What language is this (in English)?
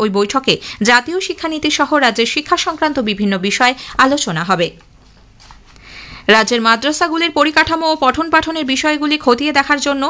Bangla